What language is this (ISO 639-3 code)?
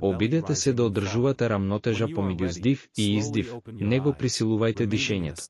mkd